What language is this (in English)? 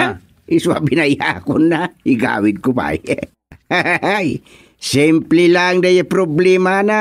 Iloko